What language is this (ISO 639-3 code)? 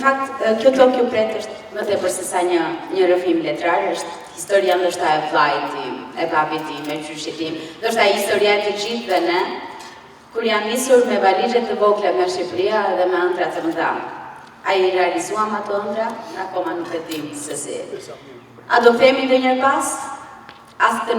sqi